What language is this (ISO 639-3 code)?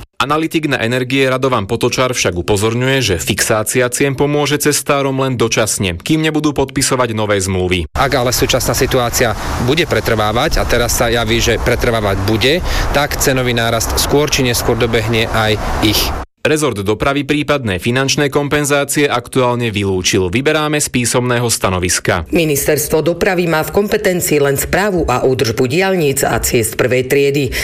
slk